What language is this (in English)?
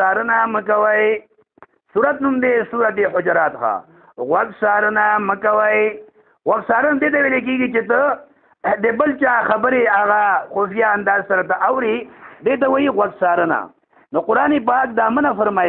Pashto